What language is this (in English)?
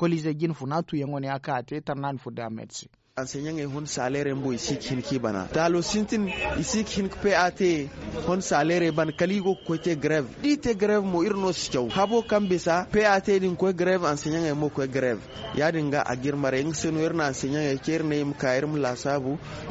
Zarma